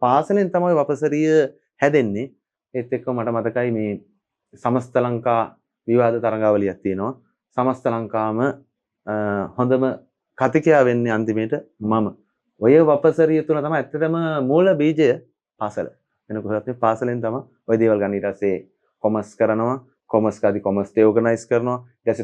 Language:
Sinhala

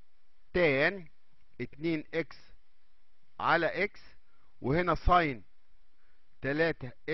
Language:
Egyptian Arabic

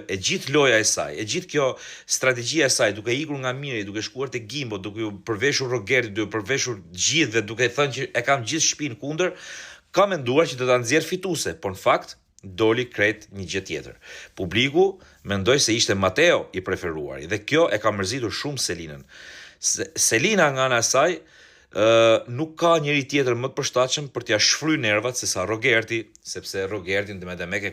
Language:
Albanian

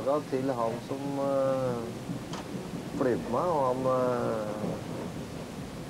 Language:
Norwegian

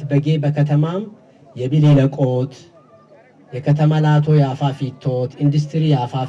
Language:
Amharic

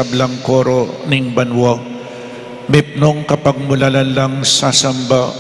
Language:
Pampanga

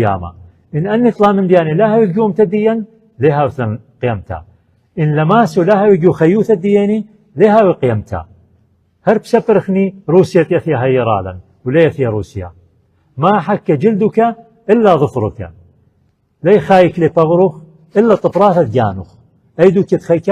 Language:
Assyrian Neo-Aramaic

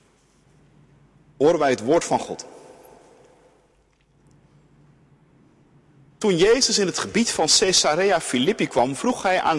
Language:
Dutch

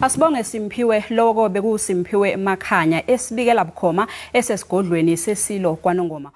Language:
Zulu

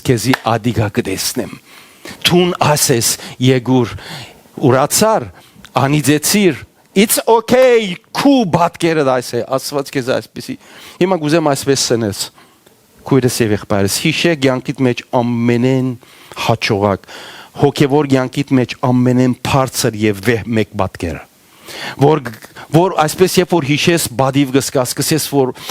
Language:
Western Armenian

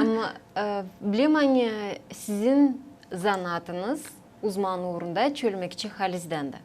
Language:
Gagauz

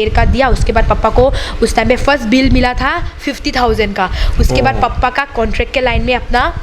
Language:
Karbi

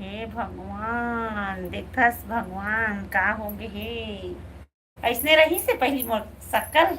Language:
Chhattisgarhi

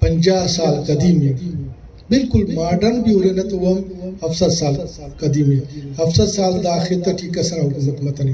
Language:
Brahui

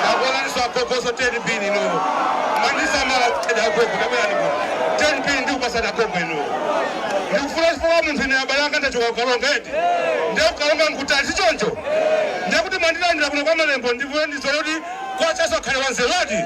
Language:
Nyanja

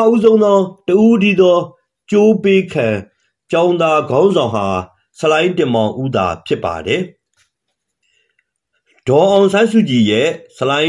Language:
Burmese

